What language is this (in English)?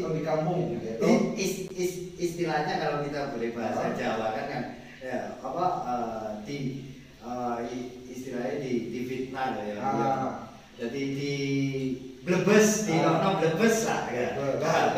Indonesian